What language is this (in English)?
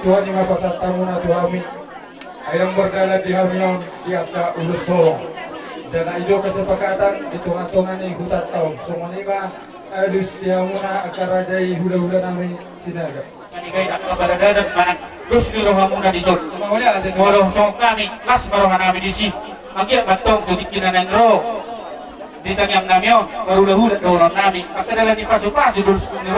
Batak Toba